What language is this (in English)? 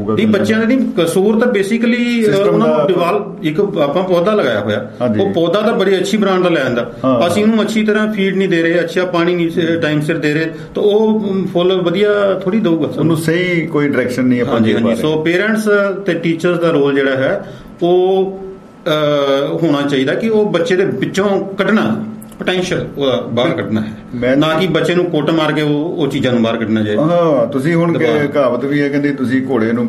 Punjabi